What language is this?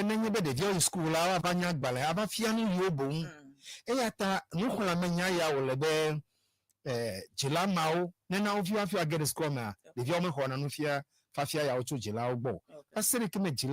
Ewe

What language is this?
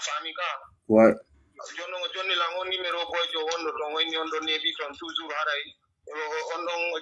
Fula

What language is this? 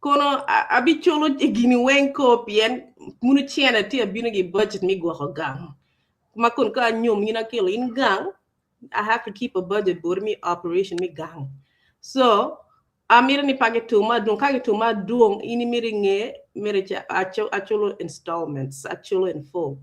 Acoli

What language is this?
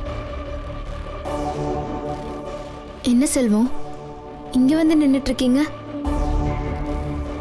Tamil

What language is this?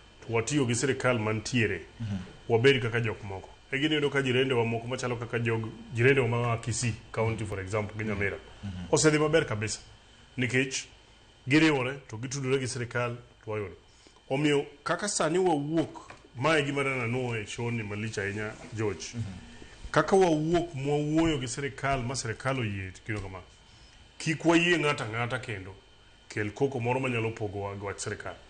Luo (Kenya and Tanzania)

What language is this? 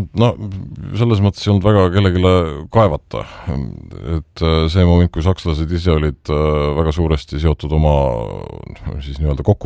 Estonian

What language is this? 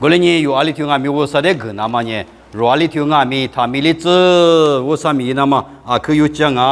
Lisu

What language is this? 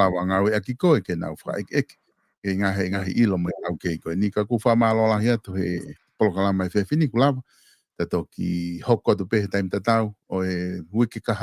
Tongan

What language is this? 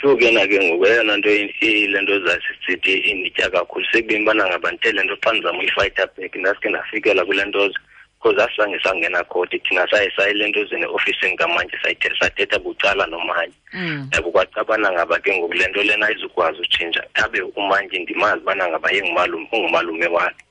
Xhosa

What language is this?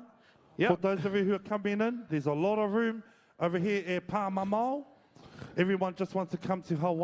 Māori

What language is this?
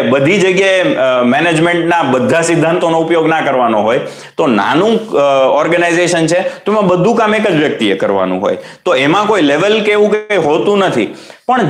Gujarati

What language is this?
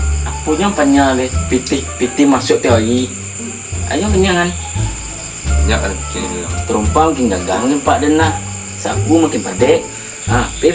Minangkabau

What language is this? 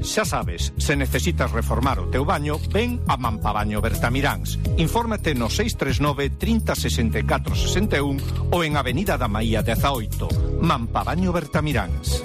Galician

